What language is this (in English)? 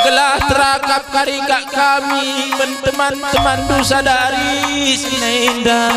Batak Karo